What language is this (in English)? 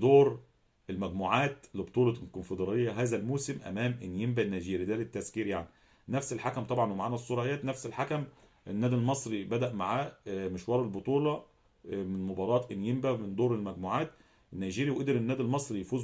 Egyptian Arabic